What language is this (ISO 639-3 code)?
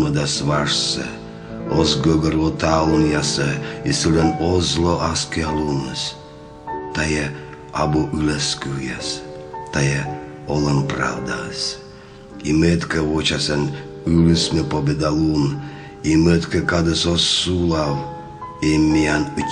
kom